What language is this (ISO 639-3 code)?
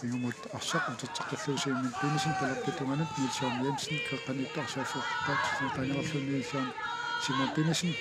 kal